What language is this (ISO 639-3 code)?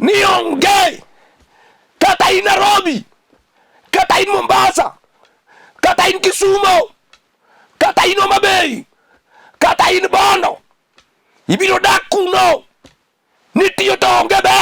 luo